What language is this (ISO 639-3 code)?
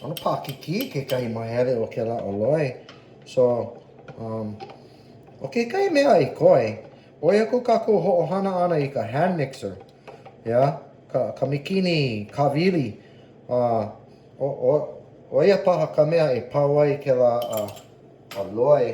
haw